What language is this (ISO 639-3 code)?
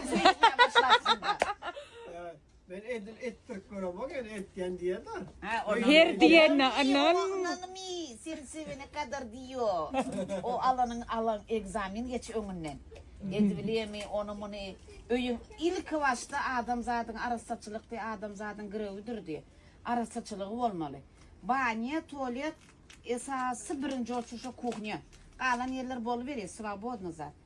tuk